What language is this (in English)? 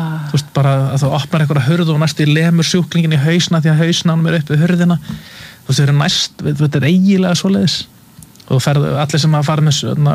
Icelandic